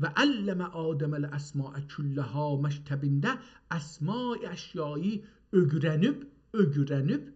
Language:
South Azerbaijani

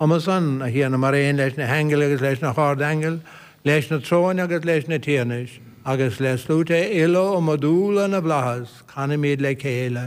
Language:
Irish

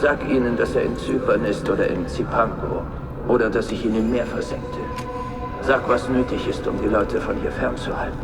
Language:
Bavarian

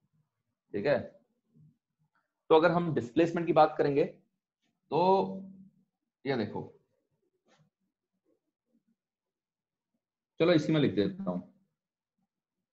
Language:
Hindi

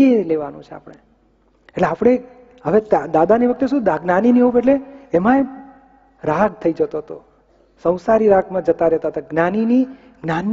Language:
Gujarati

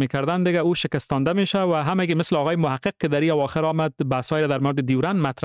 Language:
Persian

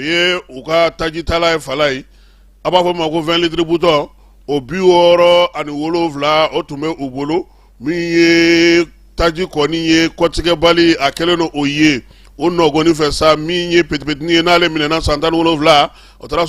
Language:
Bambara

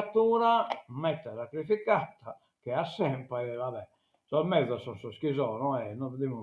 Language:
Sardinian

